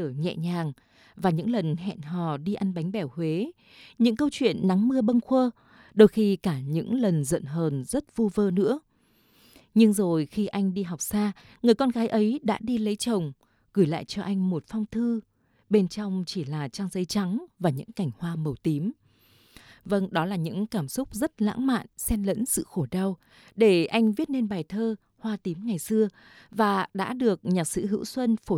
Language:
Vietnamese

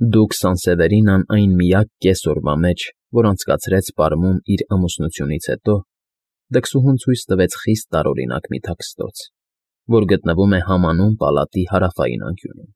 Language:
Armenian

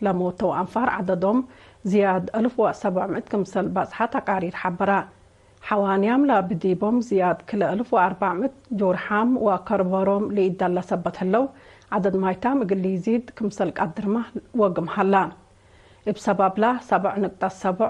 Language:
Tigre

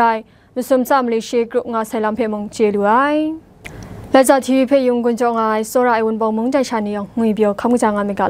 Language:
Kachin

